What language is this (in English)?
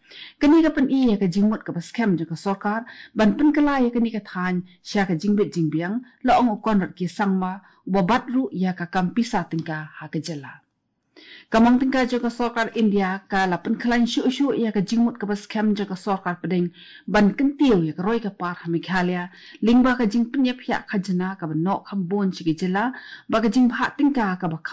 Khasi